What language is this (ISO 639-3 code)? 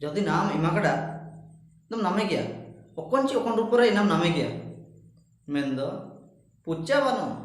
hoc